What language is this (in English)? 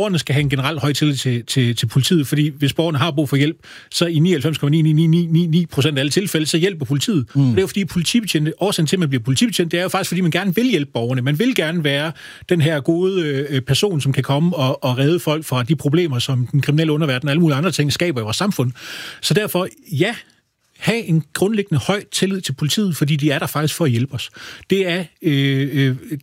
Danish